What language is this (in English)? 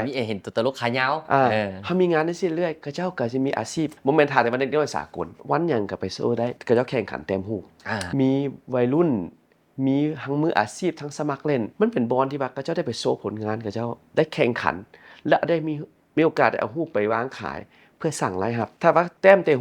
Lao